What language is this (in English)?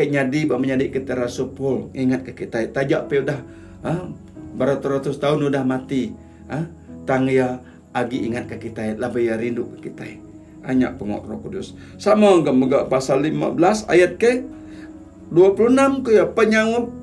Iban